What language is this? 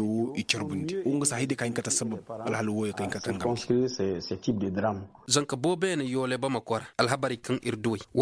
Koyraboro Senni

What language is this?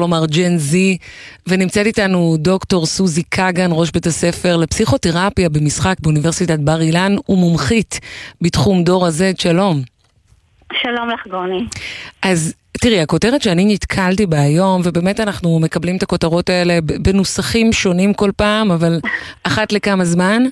Hebrew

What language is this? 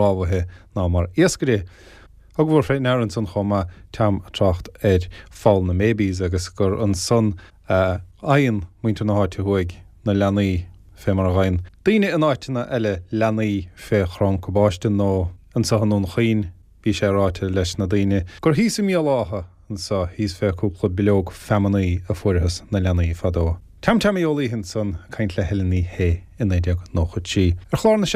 Irish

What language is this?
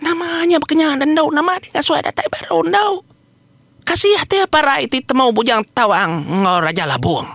Iban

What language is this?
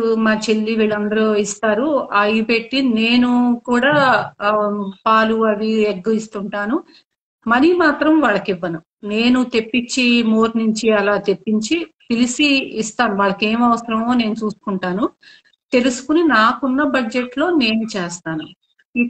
Telugu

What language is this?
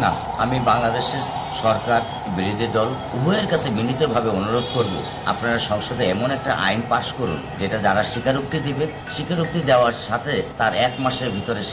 Bangla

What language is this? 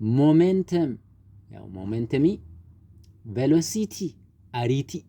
Oromo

